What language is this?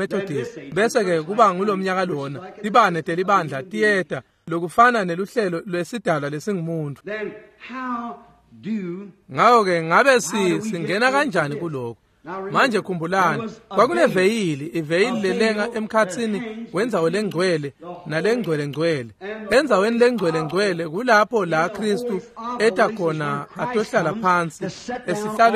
Swati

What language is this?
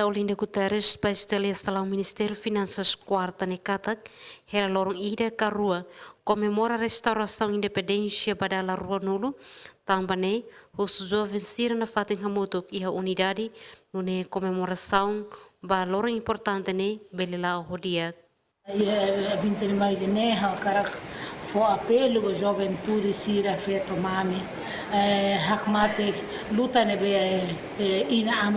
Tetum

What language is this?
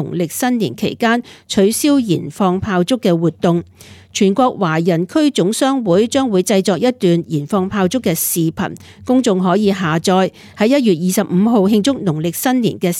Cantonese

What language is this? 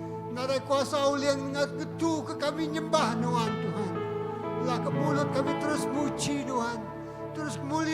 Iban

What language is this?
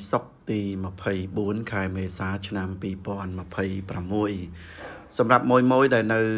Khmer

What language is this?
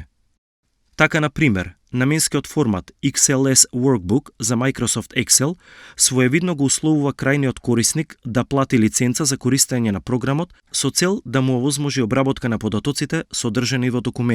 Macedonian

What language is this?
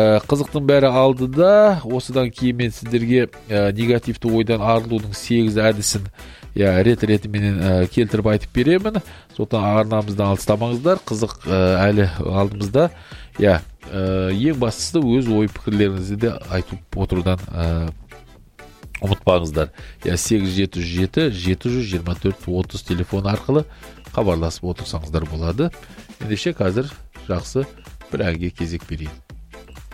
Kazakh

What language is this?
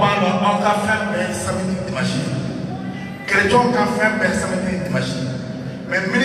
Bambara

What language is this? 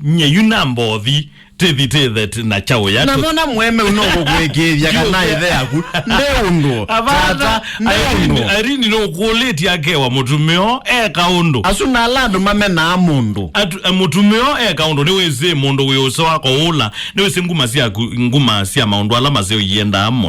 Kamba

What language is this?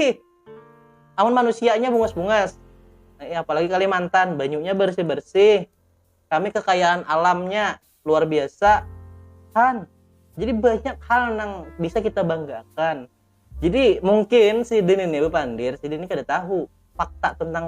Banjar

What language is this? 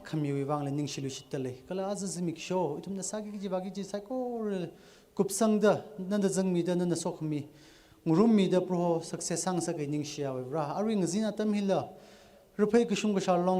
Tangkhul Naga (India)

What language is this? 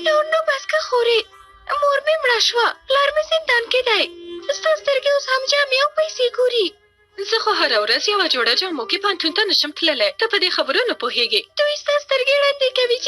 Pashto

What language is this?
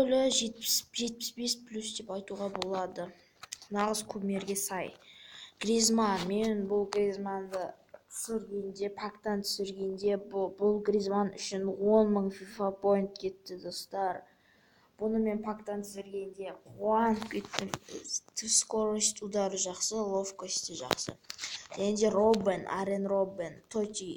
Kazakh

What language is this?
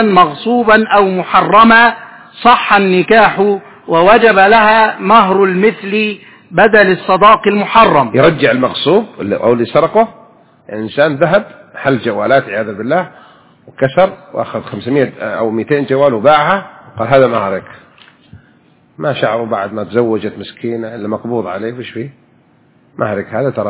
Arabic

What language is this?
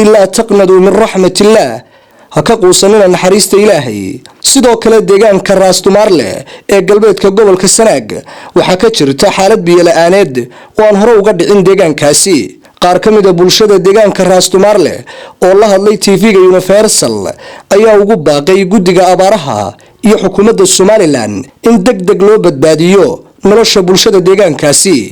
Somali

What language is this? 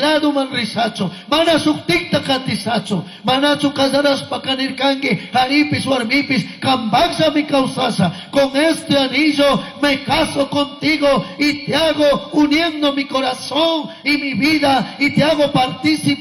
Chimborazo Highland Quichua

